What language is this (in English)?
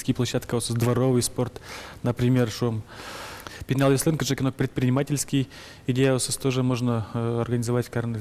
Udmurt